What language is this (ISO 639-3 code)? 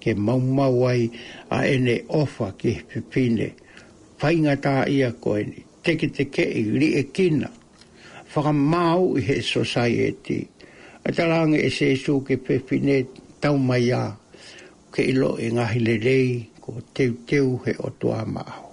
ton